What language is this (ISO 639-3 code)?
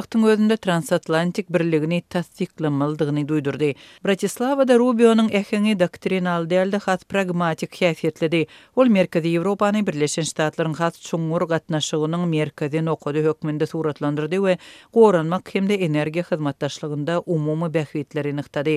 kir